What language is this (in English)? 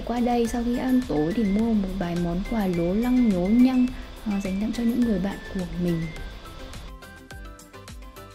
Vietnamese